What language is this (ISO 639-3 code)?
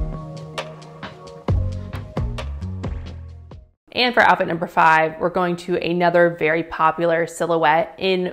eng